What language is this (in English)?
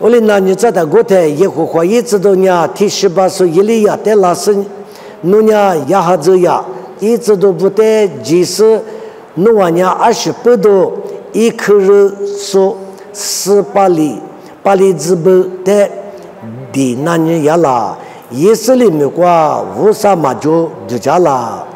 Lisu